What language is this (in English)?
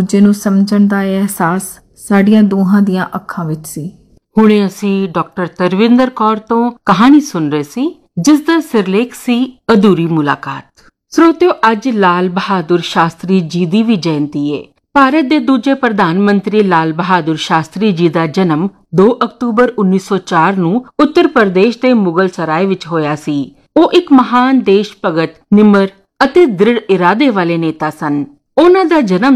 Punjabi